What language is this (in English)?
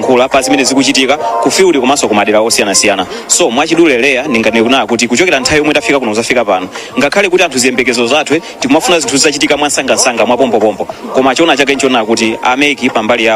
Nyanja